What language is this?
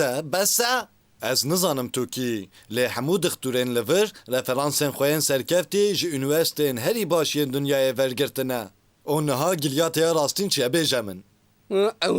Kurdish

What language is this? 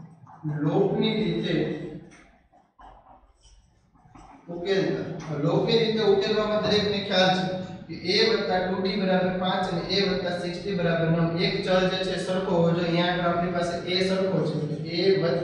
Gujarati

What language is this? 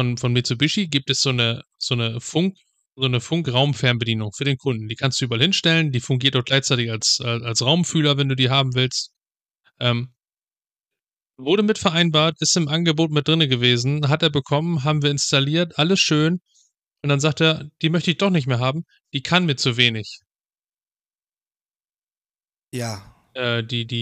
German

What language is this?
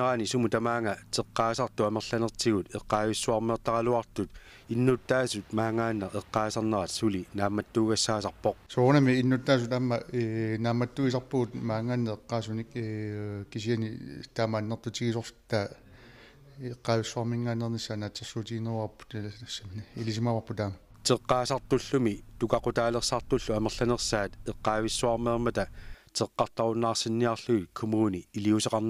Kalaallisut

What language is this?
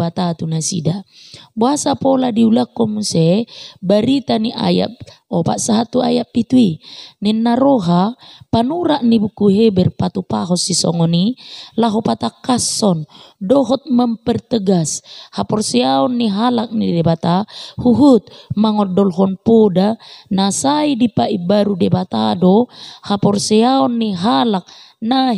Batak Toba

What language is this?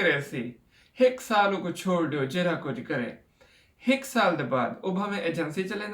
Saraiki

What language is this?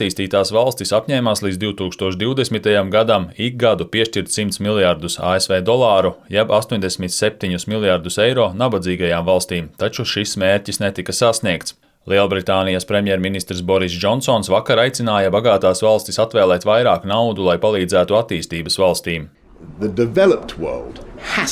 Latvian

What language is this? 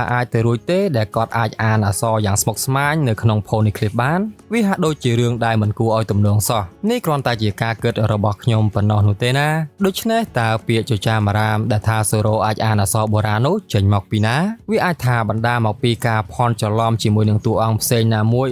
Khmer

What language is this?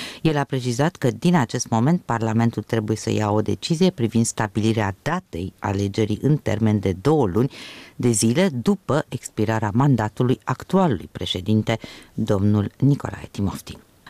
Romanian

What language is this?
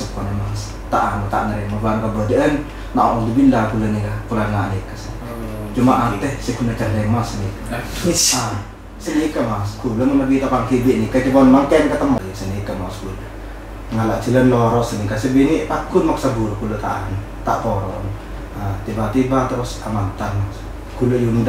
Madurese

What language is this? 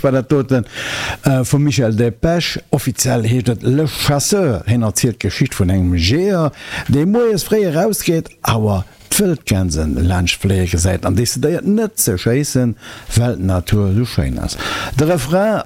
Luxembourgish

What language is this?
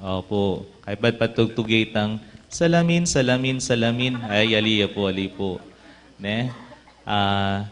Pampanga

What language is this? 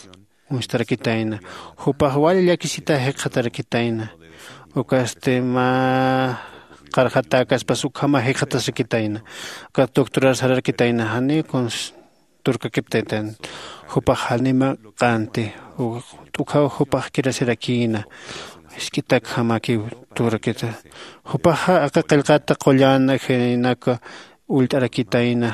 Aymara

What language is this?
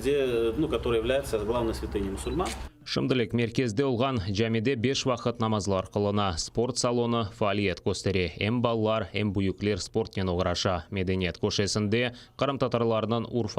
Crimean Tatar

